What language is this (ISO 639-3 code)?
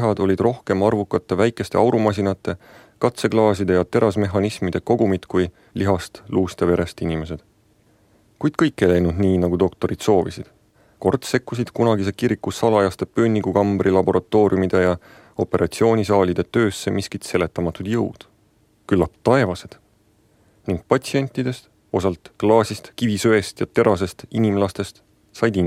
est